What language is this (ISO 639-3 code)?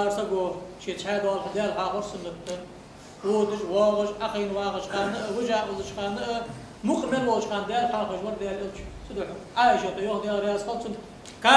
inh